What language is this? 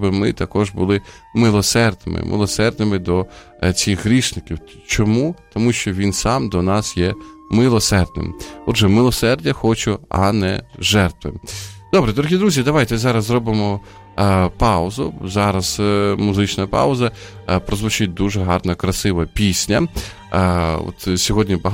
Ukrainian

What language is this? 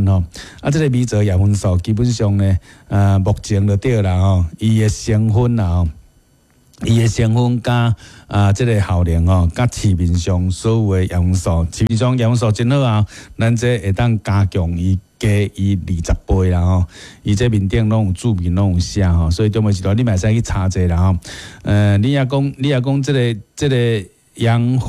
Min Nan Chinese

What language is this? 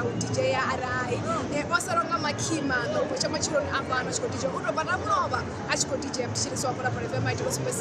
Venda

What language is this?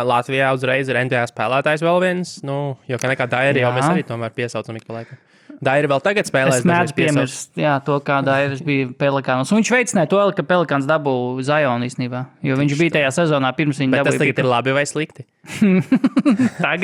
Latvian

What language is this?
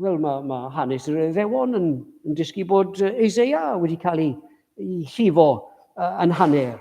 Welsh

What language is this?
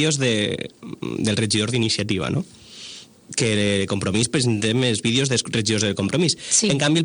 Catalan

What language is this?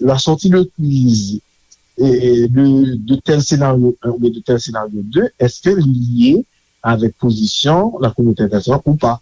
Haitian Creole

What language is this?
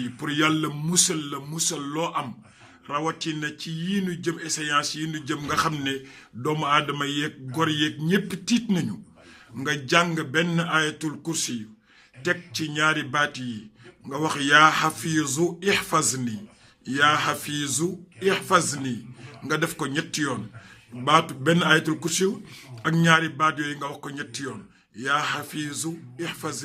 Wolof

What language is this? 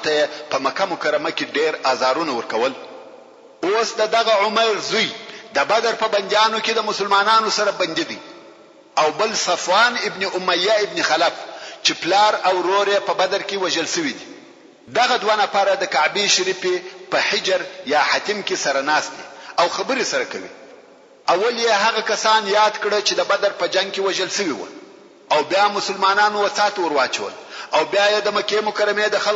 Pashto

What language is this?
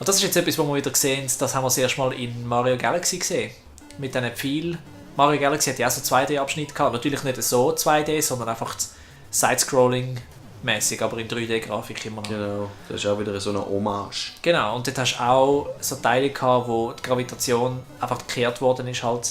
Swiss German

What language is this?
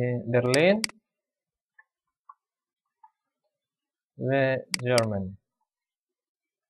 Hebrew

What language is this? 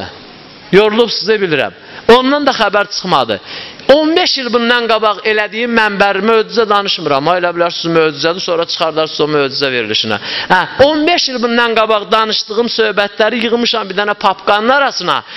Azerbaijani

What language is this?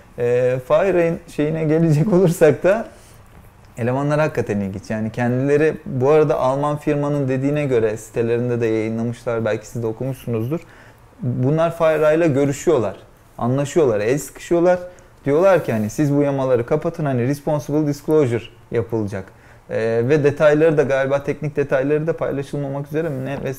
Turkish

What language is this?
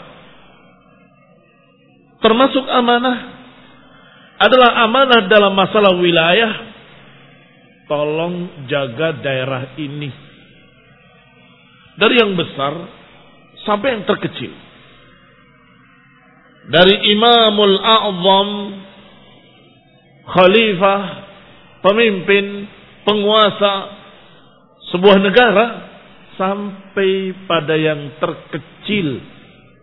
Indonesian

